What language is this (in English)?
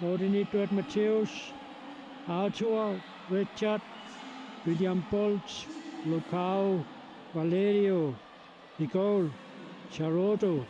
Kalaallisut